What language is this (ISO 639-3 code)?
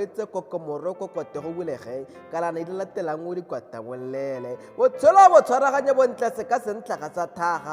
tsn